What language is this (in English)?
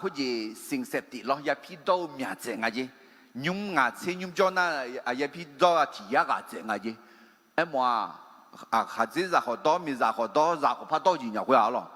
Akha